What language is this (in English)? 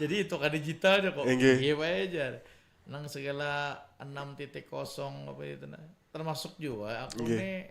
Banjar